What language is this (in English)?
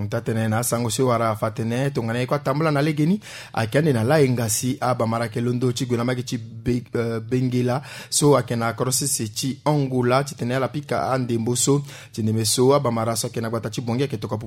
Sango